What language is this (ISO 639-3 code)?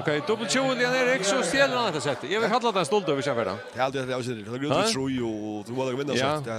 fao